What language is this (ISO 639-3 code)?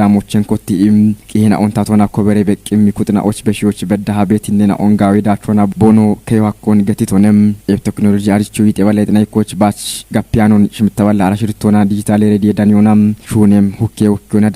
kbr